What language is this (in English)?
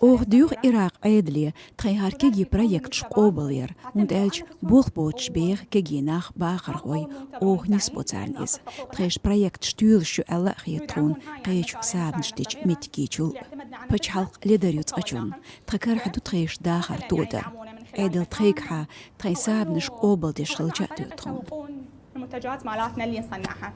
Chechen